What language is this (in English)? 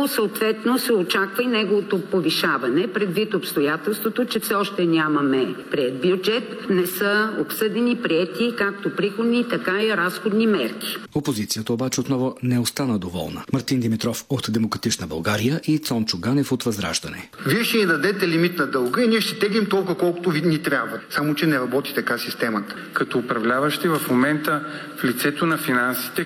Bulgarian